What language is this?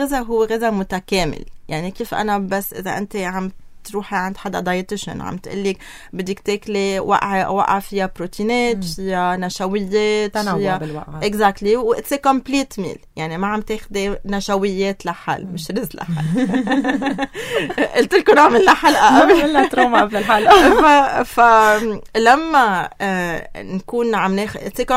North Levantine Arabic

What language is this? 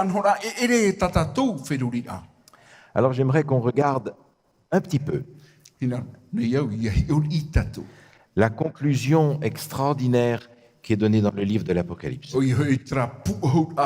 Tahitian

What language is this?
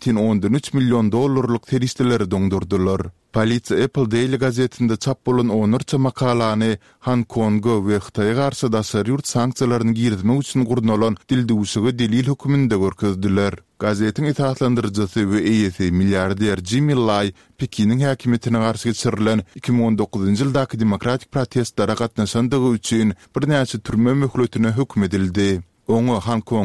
Turkmen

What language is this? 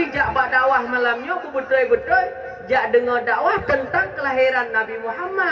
Achinese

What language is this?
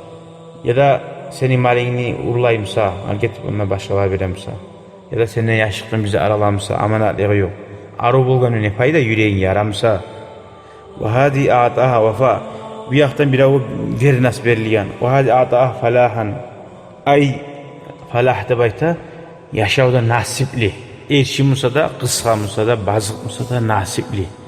Kumyk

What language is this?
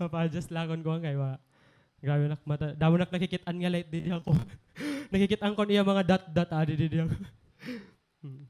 Waray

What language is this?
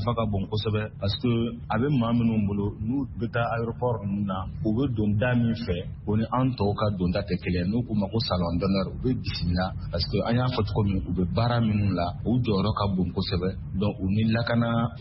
Bambara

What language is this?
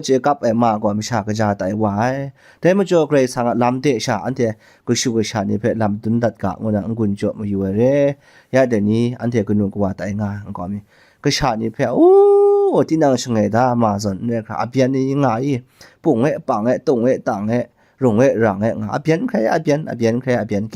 Kachin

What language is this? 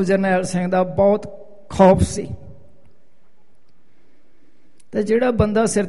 Punjabi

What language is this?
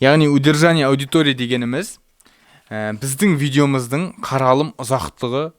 Kazakh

